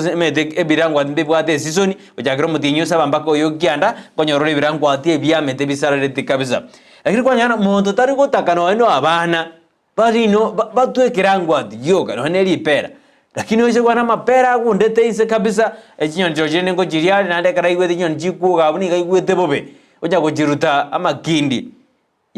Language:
Gusii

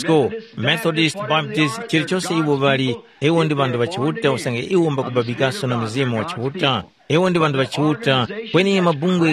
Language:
Tumbuka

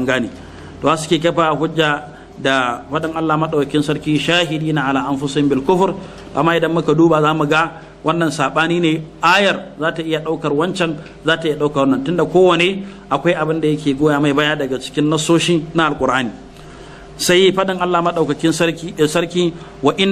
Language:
Hausa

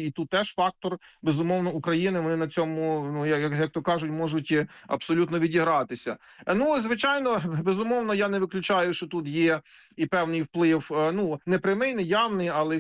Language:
Ukrainian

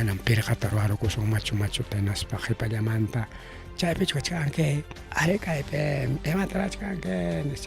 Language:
Ayacucho Quechua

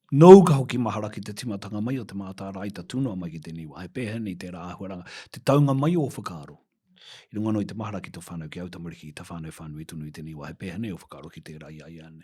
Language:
Māori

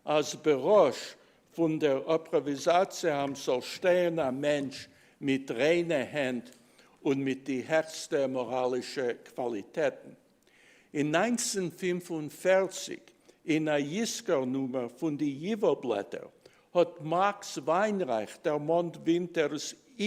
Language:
Yiddish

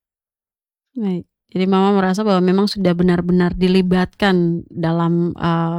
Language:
Indonesian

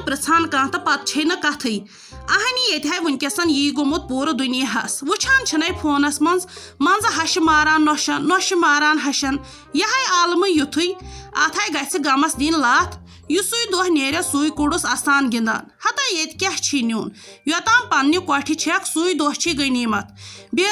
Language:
Kashmiri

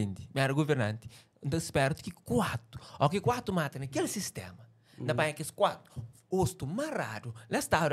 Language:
Kabuverdianu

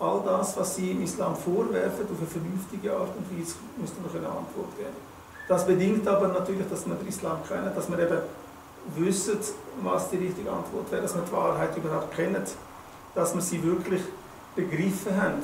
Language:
Swiss German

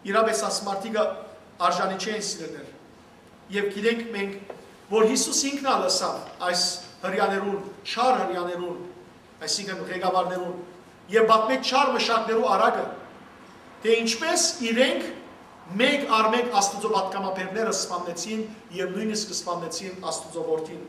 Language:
Western Armenian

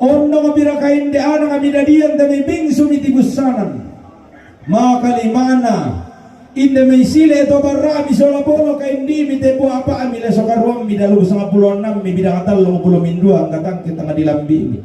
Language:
Toraja-Sa'dan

